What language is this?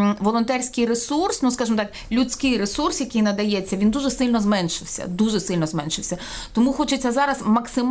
Ukrainian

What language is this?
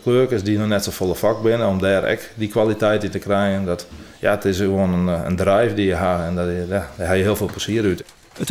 Western Frisian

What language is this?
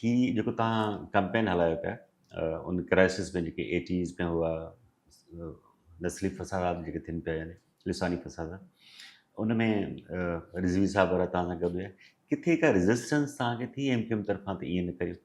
Sindhi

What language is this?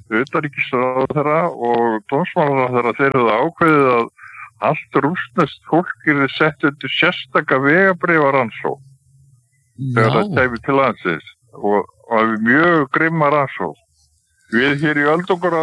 Icelandic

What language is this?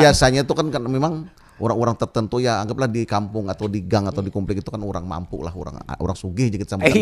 Banjar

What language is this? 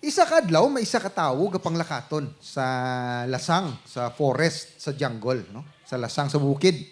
Hiligaynon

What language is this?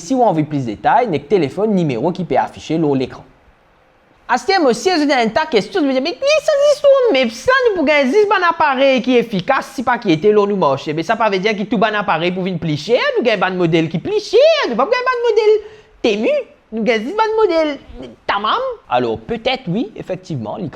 Morisyen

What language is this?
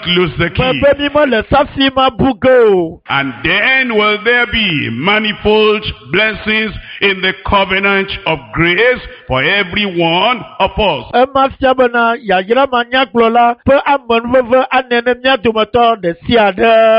Ewe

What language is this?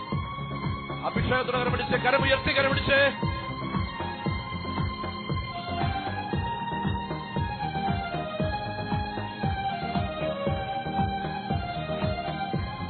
Malayalam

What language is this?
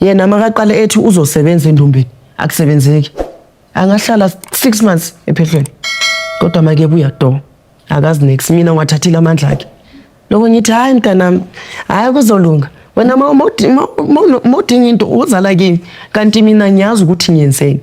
Zulu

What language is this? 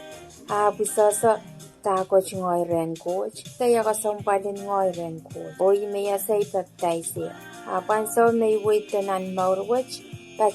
Pohnpeian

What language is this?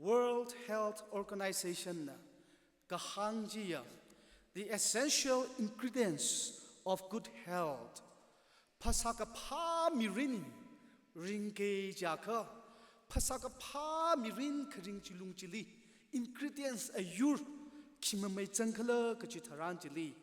Tangkhul Naga (India)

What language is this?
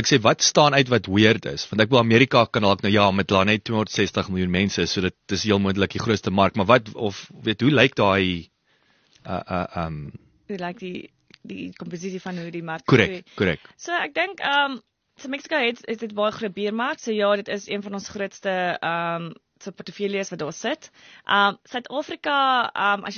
Afrikaans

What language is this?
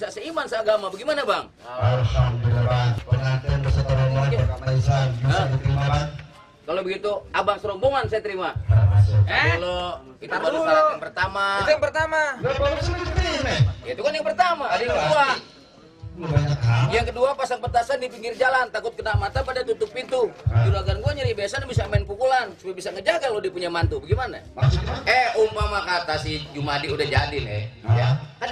Betawi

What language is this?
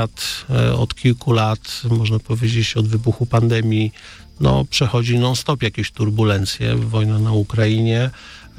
Polish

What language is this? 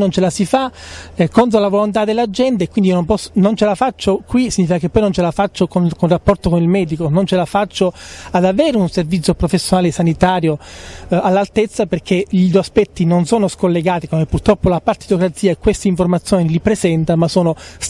Italian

